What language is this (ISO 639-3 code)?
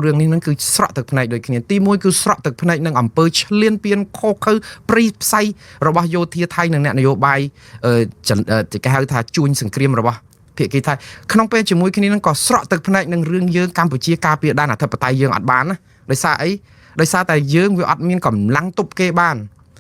khm